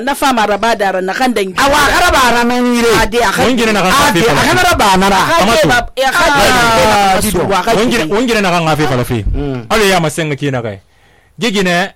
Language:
Susu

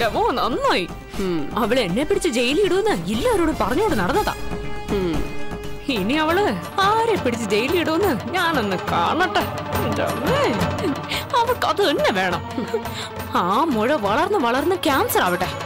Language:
Malayalam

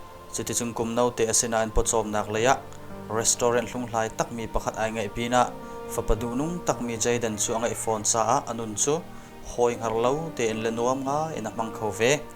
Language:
Hakha Chin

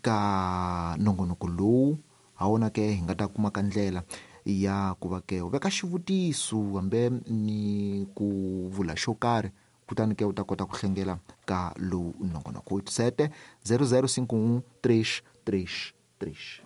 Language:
Tsonga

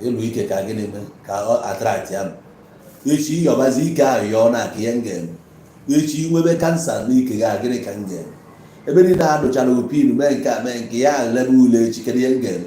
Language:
Igbo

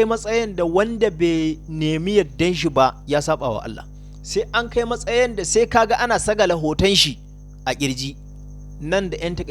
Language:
Hausa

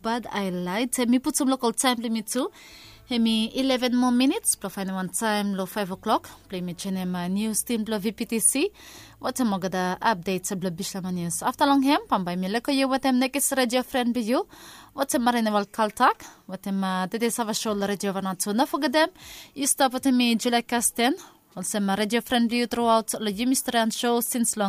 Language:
Bislama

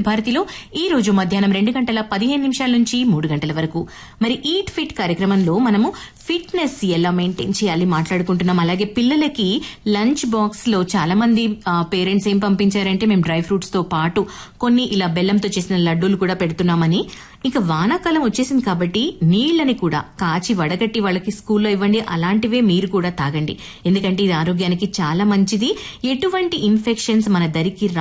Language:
Telugu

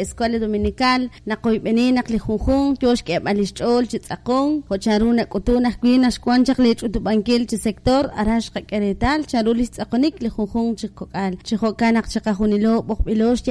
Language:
Kekchí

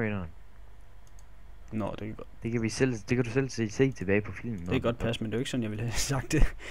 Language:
Danish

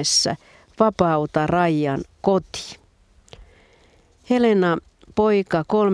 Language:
Finnish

